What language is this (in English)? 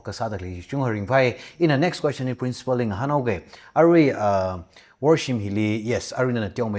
Tangkhul Naga (India)